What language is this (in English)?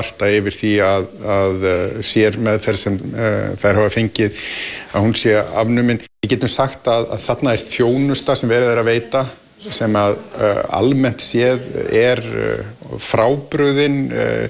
Icelandic